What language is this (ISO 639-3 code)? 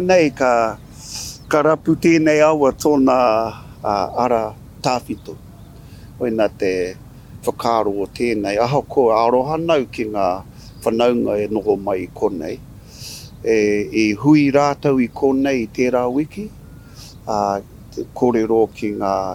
mri